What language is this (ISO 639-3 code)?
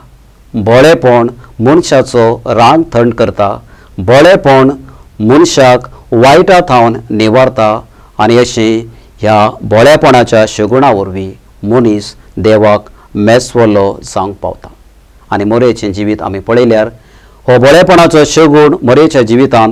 kok